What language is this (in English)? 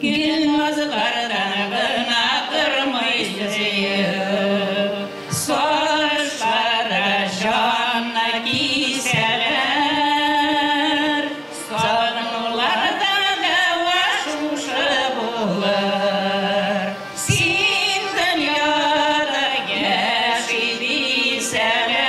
Bashkir